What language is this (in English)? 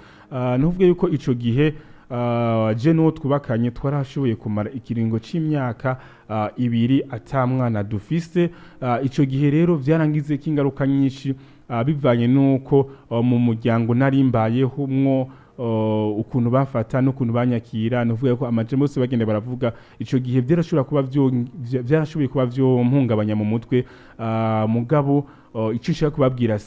Rundi